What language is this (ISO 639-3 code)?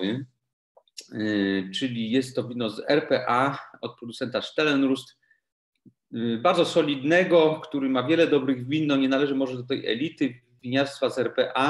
pol